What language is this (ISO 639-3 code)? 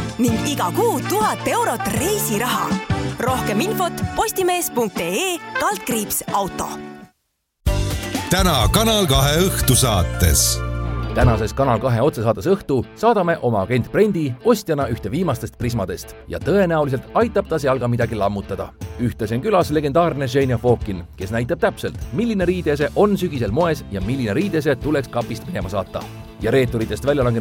est